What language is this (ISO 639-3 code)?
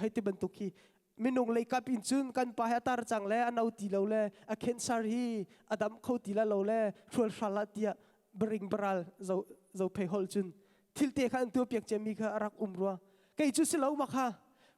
cnh